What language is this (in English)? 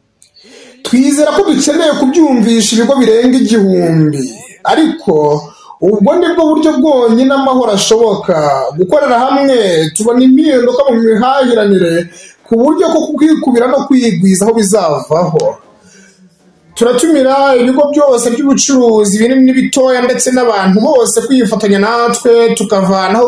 Kinyarwanda